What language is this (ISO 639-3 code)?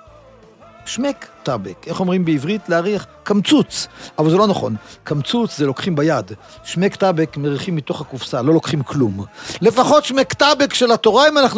heb